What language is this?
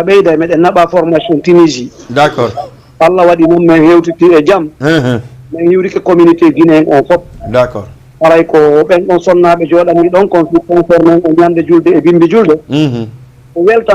Fula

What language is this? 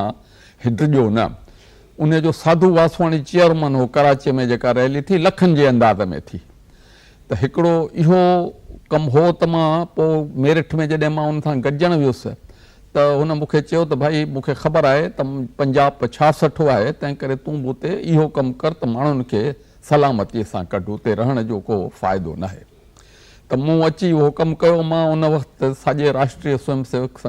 Sindhi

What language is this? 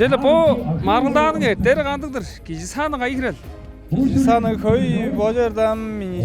Tuvinian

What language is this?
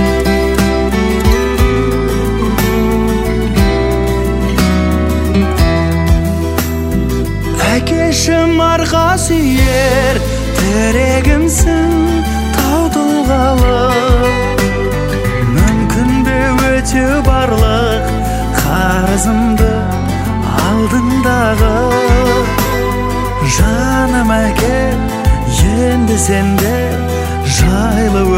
Kazakh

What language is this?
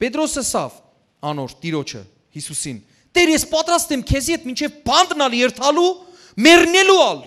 Western Armenian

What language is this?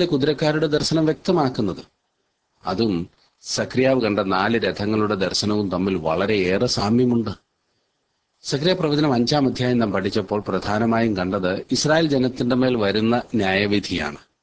Malayalam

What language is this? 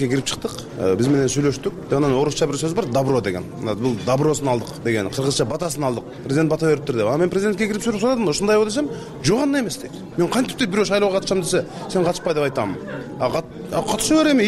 Kyrgyz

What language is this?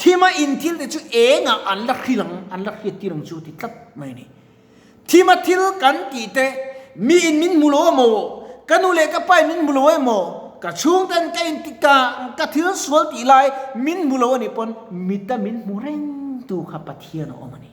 Mizo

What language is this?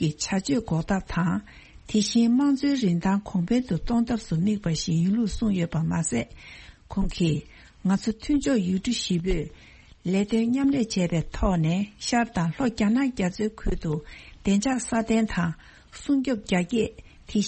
Tibetan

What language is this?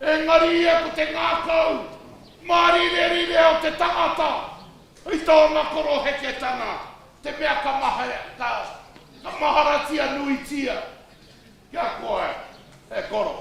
Māori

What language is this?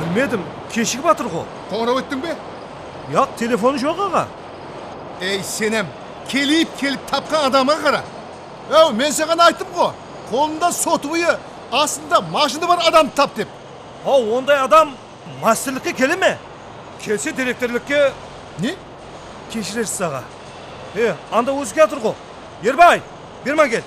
Kara-Kalpak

